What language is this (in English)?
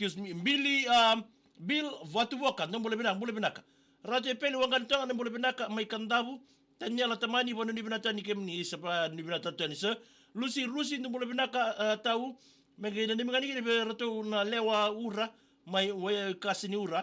Fijian